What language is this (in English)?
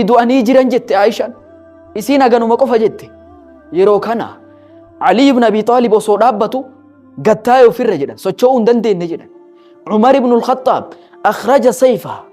Oromo